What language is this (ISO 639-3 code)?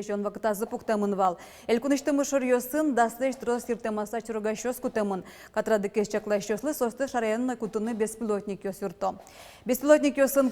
udm